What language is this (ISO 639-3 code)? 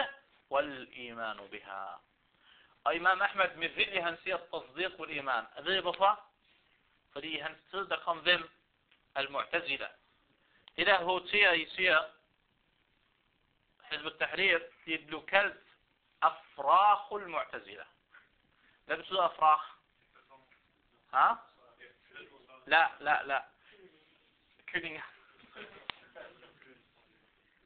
dan